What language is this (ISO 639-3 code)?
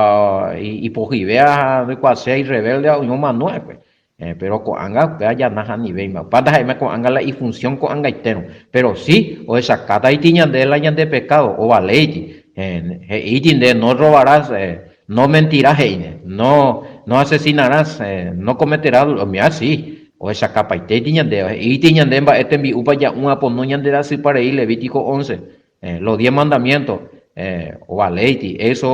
grn